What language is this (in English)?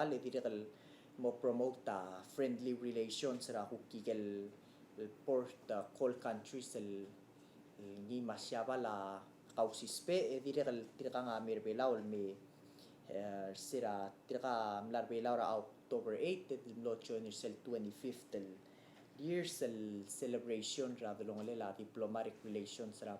Palauan